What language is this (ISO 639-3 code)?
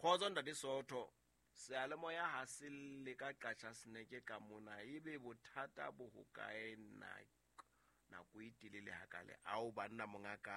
sot